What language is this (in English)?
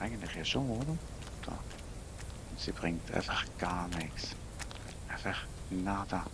Swiss German